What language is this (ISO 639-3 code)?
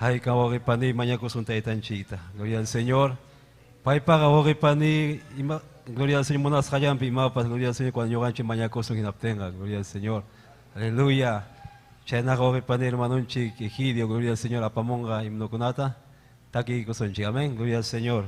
quy